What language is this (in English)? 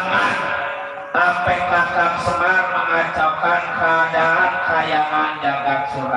Betawi